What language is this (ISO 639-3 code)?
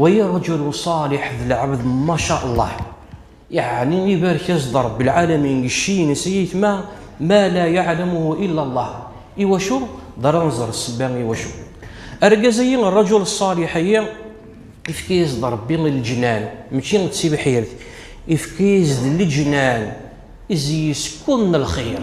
kab